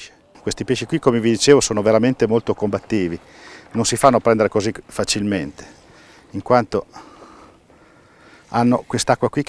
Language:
Italian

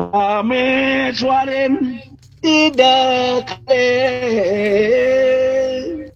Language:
Balinese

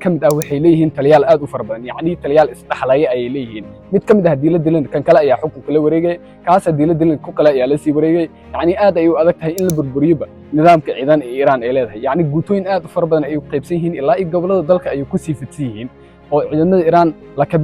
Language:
Somali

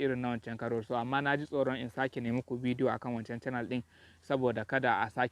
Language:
Hausa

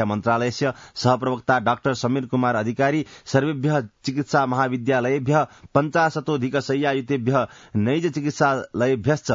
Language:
Sanskrit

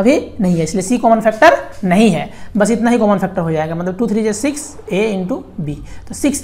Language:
Hindi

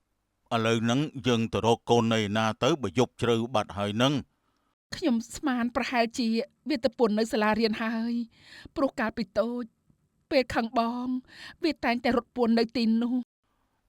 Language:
Khmer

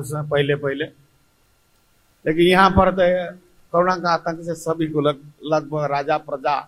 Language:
Hindi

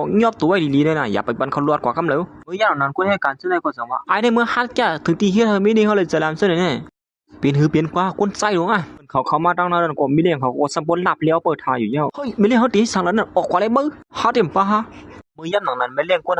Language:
Shan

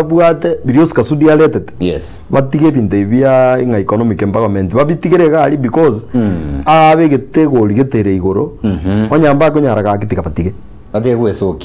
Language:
Gusii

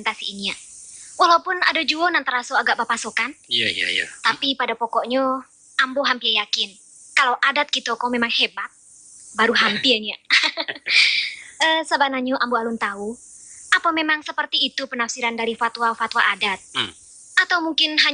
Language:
Minangkabau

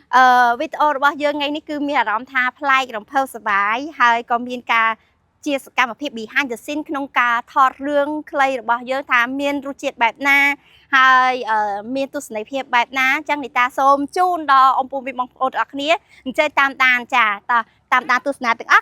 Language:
Khmer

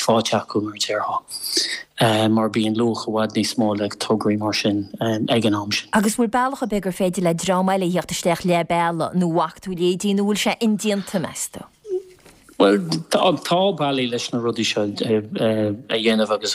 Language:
Irish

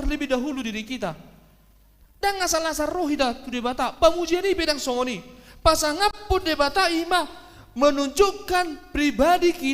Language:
Batak Toba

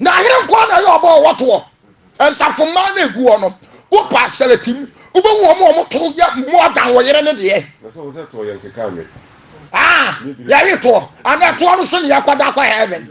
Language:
Akan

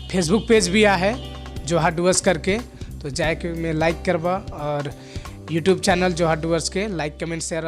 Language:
Sadri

